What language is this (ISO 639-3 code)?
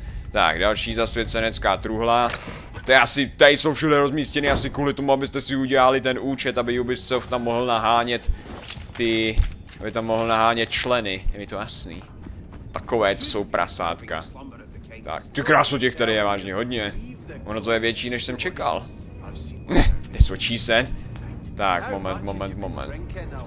ces